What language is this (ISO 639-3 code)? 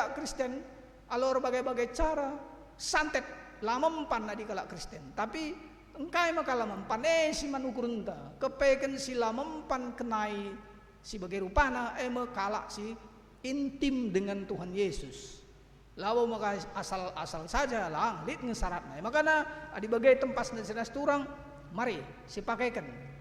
btx